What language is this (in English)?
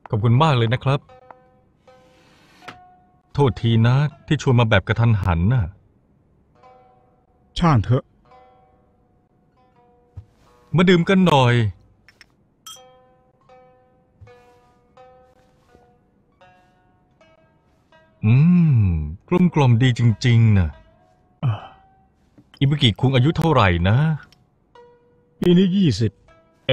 Thai